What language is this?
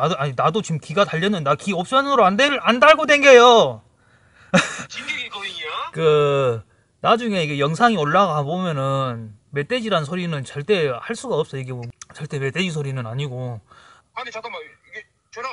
Korean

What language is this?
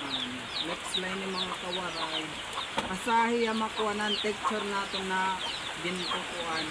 Waray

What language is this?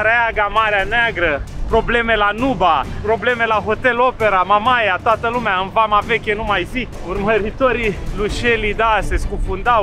Romanian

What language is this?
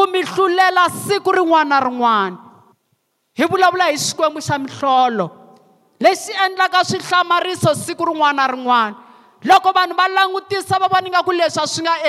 Tsonga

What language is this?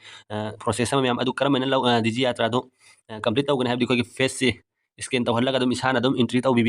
Manipuri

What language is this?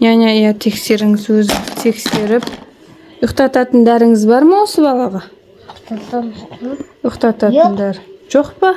Kazakh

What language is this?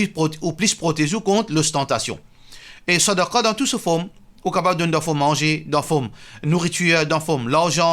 Morisyen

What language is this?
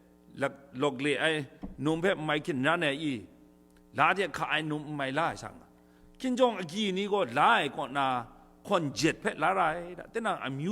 Kachin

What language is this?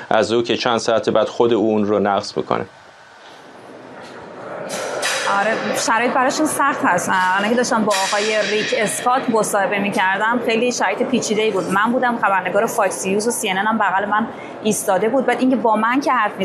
Persian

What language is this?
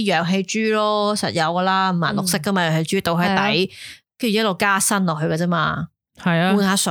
Cantonese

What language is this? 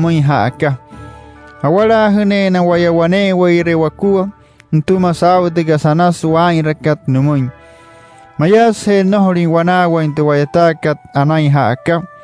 Wayuu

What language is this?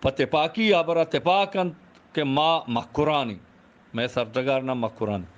Eastern Balochi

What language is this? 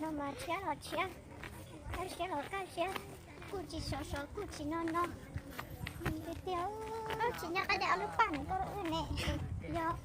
Hmong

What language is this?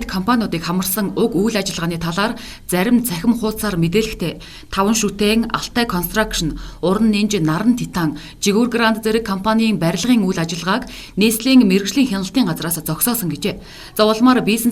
Mongolian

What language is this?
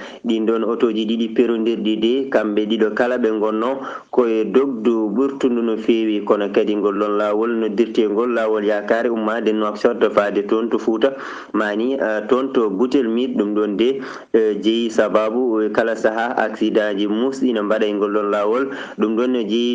Fula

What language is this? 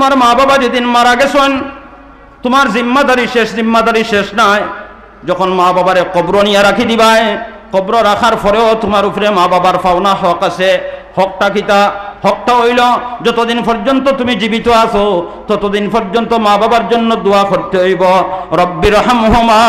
Sylheti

